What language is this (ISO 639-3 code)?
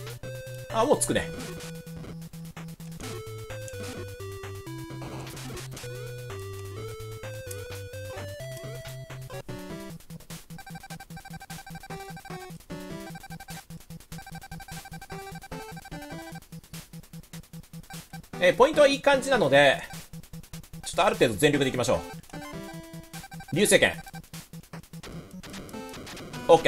jpn